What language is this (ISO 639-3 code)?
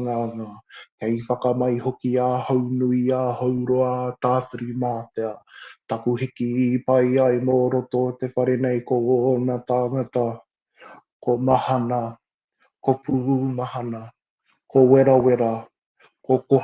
mri